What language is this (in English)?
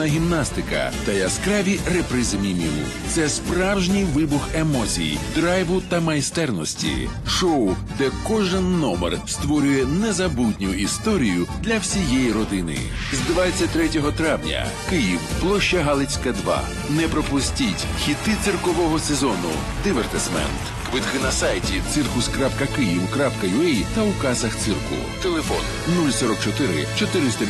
Ukrainian